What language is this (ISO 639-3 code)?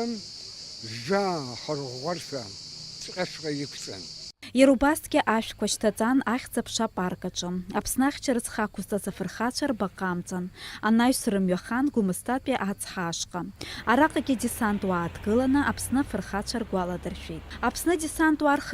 abk